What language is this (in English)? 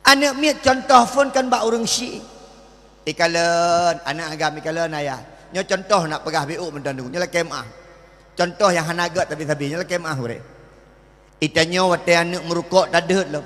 Achinese